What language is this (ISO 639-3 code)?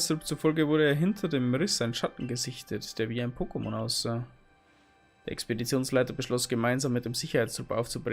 bar